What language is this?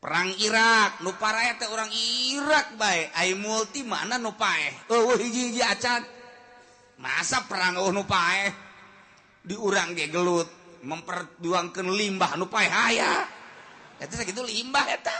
Sundanese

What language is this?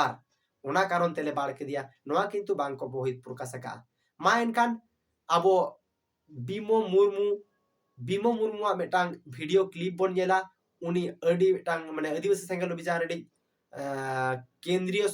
Santali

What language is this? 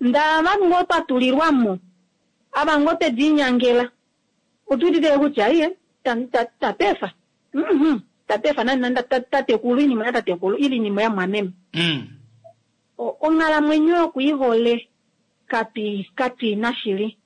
Kuanyama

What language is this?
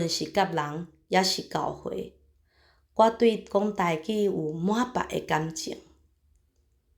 Min Nan Chinese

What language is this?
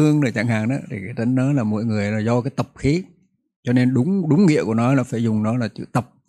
Vietnamese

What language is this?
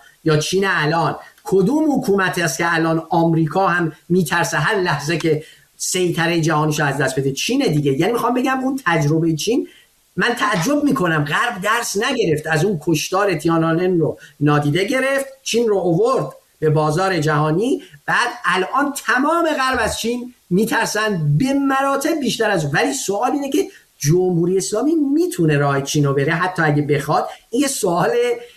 Persian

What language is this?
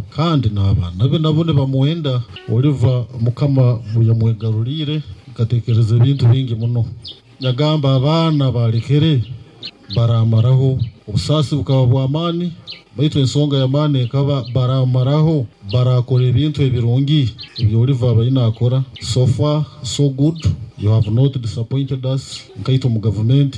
Nyankole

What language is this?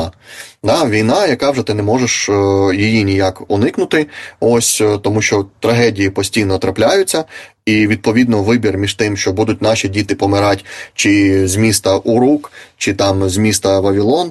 Ukrainian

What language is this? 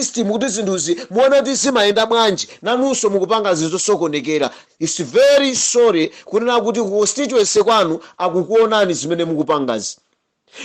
Nyanja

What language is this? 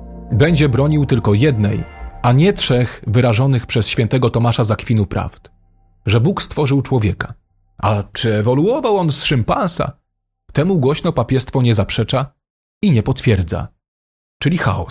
Polish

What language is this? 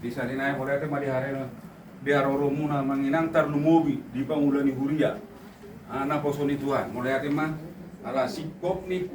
Batak Toba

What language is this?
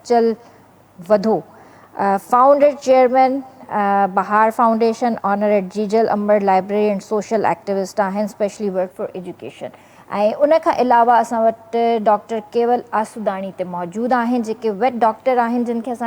Sindhi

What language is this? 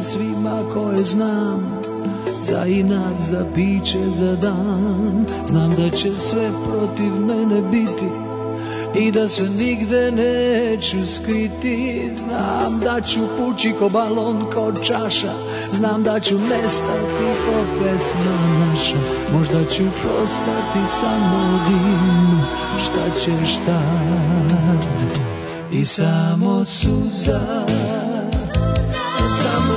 Serbian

